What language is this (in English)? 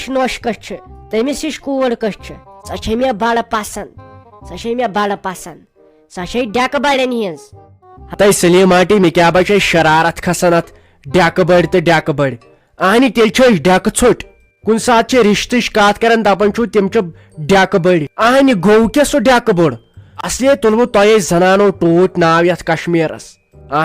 Kashmiri